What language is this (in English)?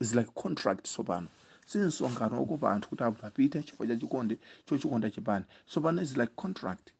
Nyanja